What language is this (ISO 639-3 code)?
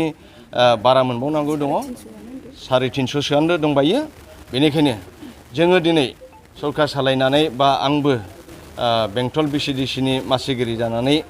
brx